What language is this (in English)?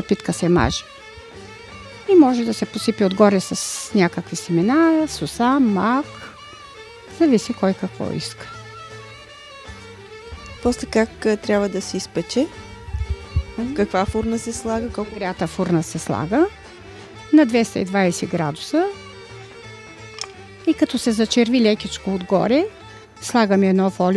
Bulgarian